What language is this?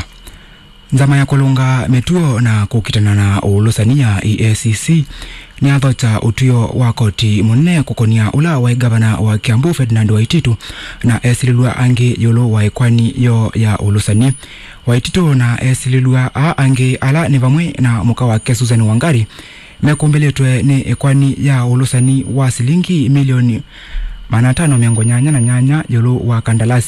Kamba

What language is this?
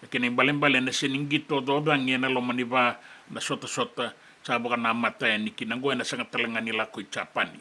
Fijian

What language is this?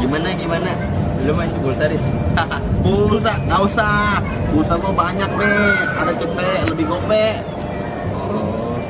Betawi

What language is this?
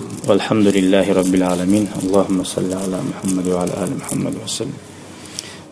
Kumyk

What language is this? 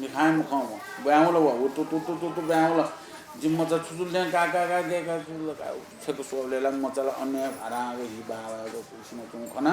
Newari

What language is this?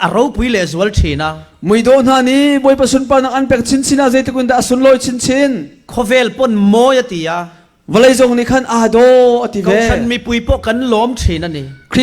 Falam Chin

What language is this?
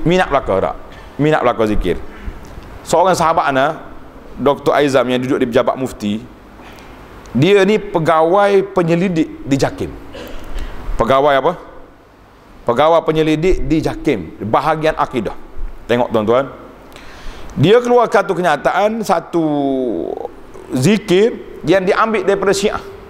Malay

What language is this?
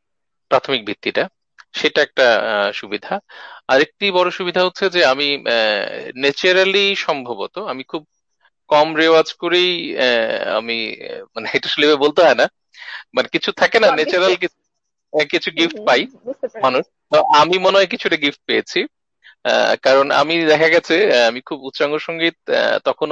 Bangla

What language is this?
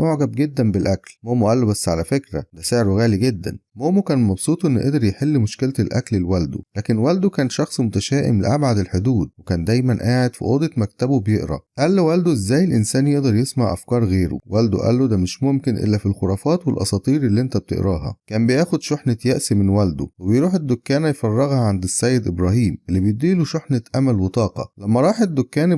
Egyptian Arabic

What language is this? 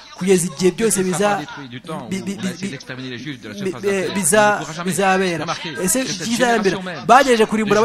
Kinyarwanda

